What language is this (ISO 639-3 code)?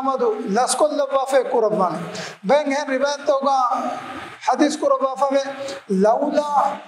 div